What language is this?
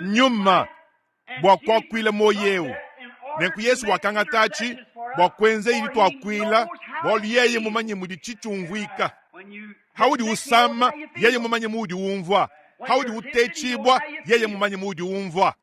Luba-Lulua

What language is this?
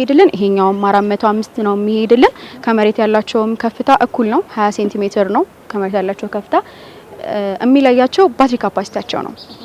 Amharic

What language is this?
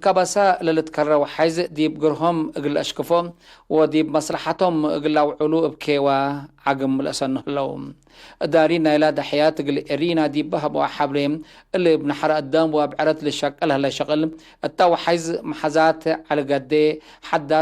Tigre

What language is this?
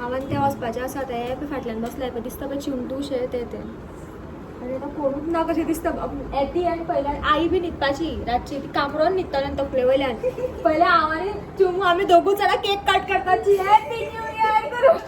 Konkani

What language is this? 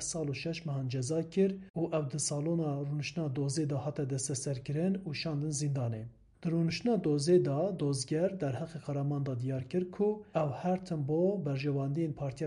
Kurdish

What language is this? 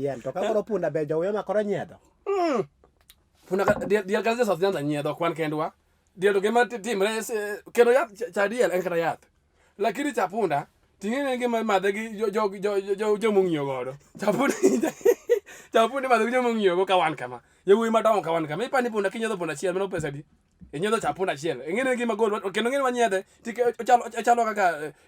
Luo (Kenya and Tanzania)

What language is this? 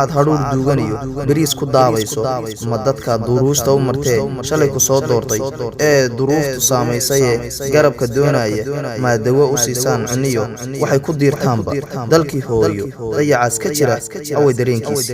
Somali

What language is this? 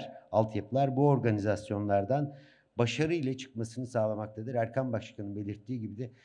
Turkish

